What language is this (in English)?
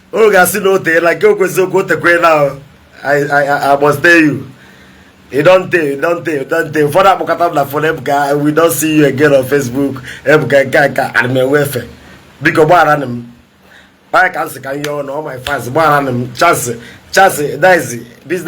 Igbo